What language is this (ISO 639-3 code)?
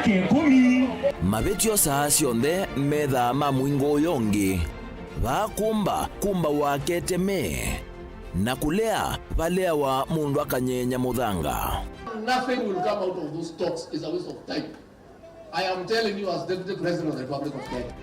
kam